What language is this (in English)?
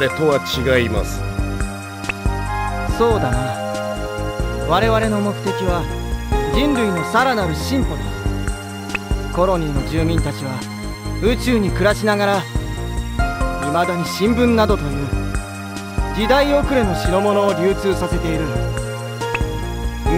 Japanese